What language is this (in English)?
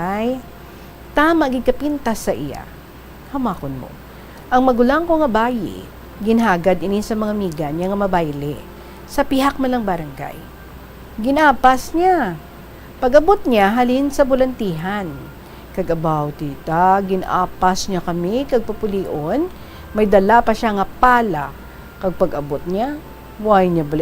Hiligaynon